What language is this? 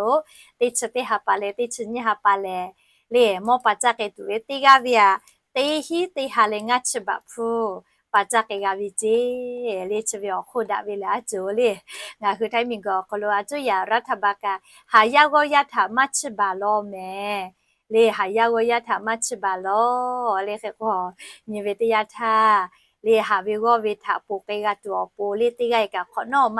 Lahu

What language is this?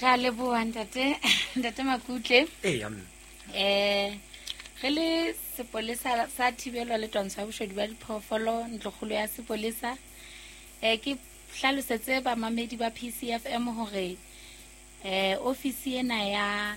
Southern Sotho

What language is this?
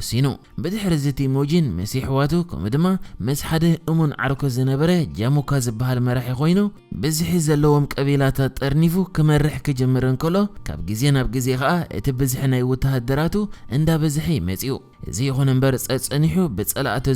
Tigrinya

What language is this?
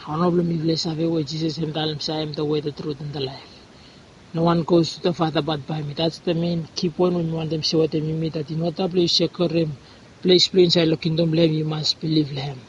Bislama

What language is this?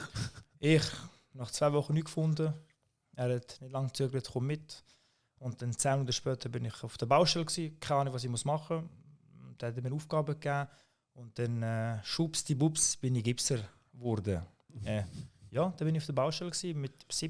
Swiss German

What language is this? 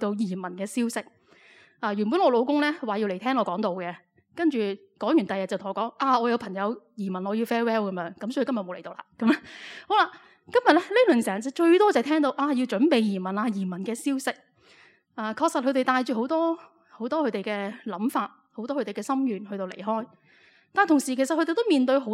Cantonese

